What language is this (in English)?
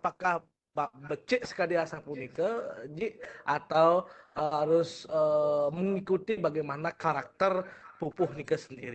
Balinese